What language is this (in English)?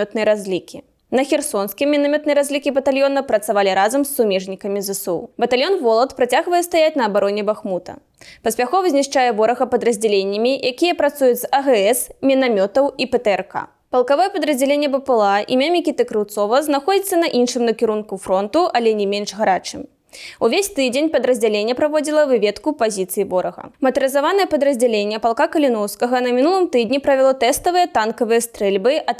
Belarusian